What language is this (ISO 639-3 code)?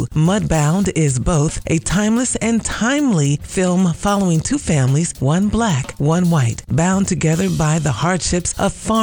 eng